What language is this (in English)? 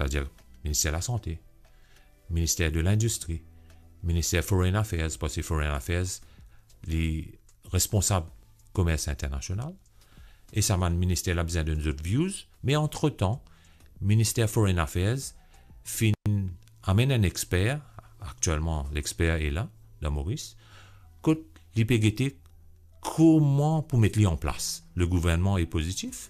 Morisyen